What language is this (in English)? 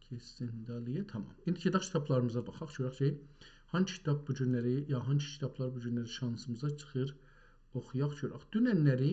South Azerbaijani